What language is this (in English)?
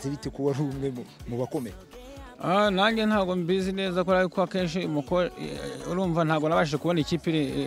Kinyarwanda